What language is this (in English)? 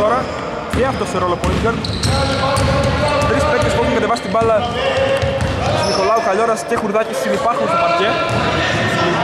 Greek